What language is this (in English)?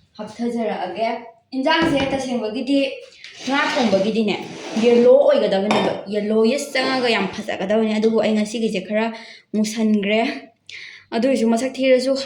Manipuri